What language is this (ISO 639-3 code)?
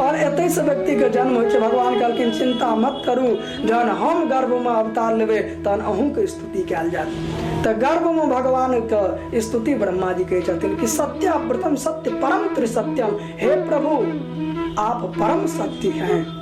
mai